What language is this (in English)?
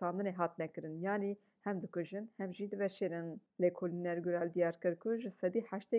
Kurdish